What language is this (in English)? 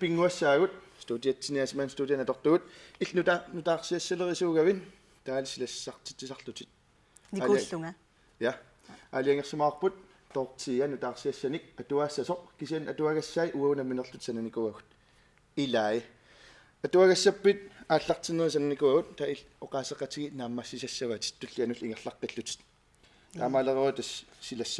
Kalaallisut